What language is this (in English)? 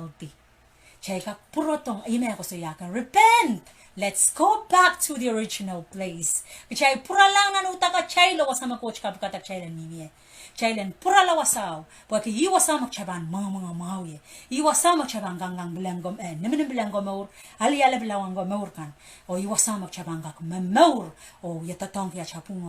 Pohnpeian